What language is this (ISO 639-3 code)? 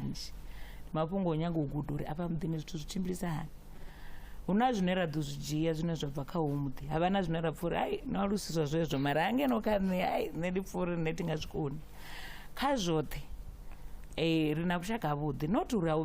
ven